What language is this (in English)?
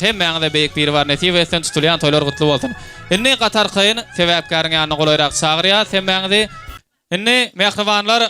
Turkmen